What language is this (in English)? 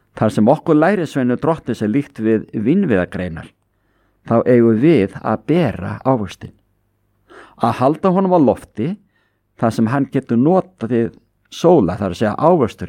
Icelandic